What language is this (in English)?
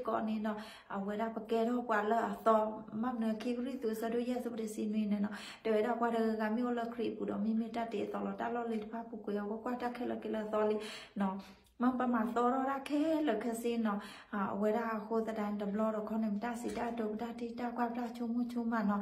S'gaw Karen